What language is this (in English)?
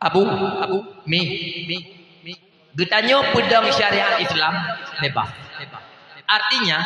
Achinese